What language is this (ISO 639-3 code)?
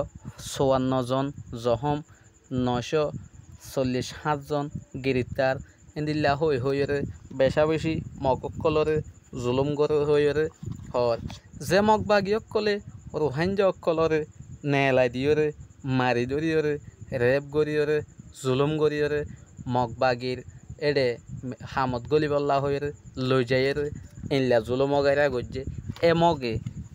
rhg